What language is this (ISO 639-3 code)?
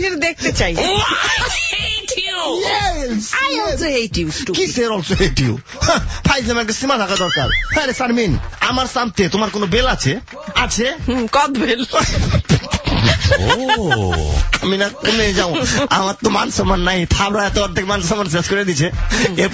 ben